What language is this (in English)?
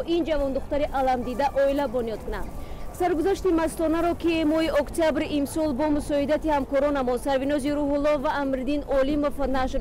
Tajik